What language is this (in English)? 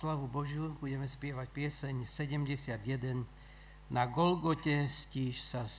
Slovak